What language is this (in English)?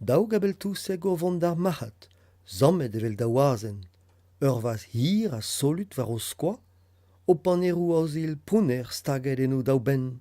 Breton